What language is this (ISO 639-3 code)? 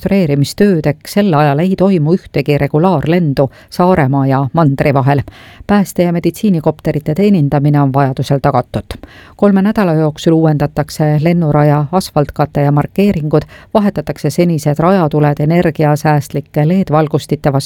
est